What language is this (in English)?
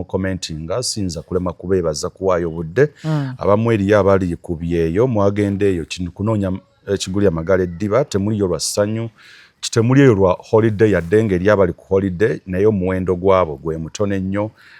Ganda